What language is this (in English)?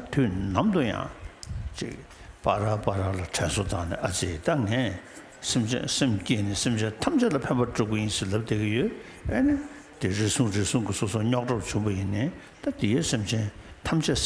Tibetan